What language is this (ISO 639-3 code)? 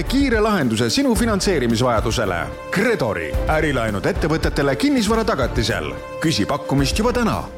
est